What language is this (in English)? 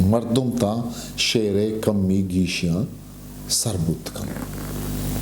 Eastern Balochi